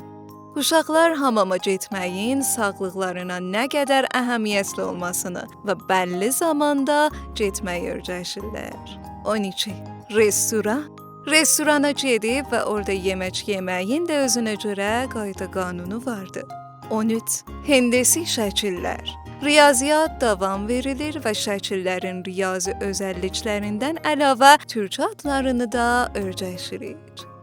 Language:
South Azerbaijani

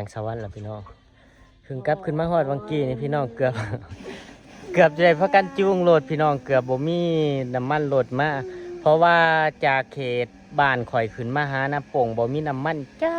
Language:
Lao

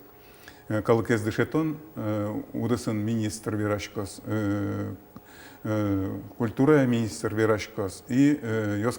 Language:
Udmurt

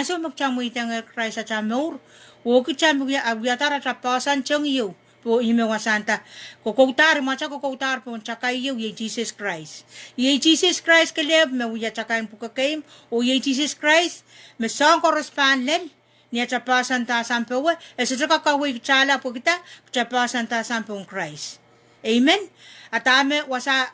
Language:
Pohnpeian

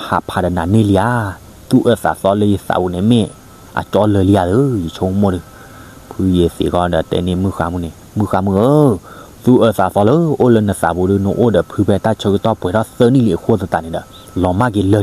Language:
S'gaw Karen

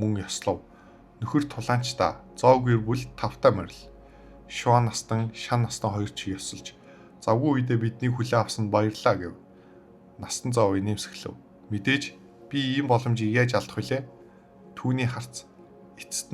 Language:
Mongolian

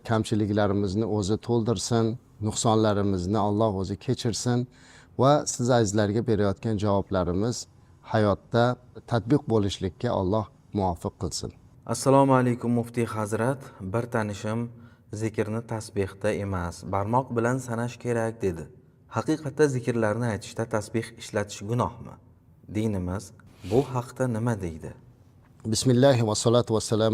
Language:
Uzbek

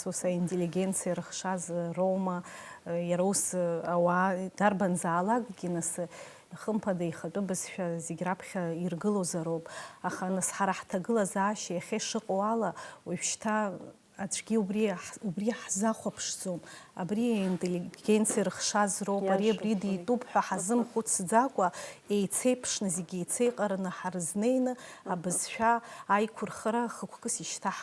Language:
Abkhazian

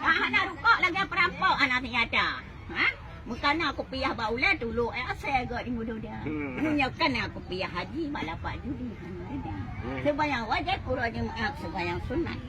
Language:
Achinese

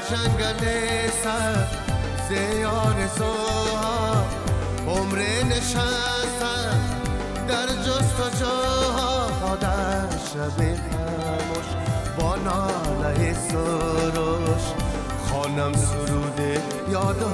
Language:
Persian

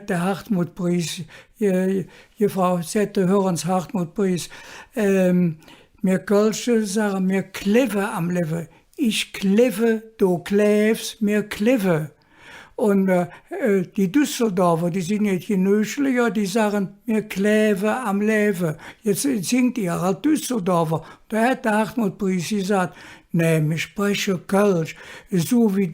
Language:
Colognian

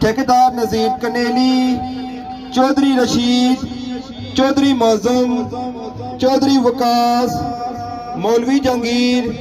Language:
Pahari-Potwari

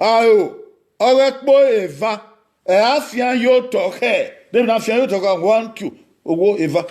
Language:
Bini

